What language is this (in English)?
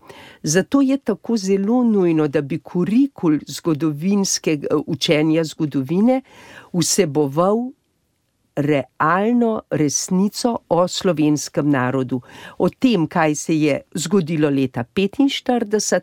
Slovenian